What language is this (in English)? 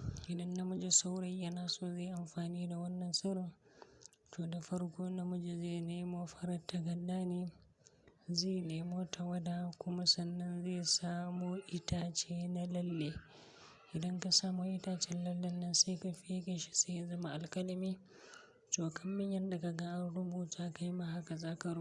Hausa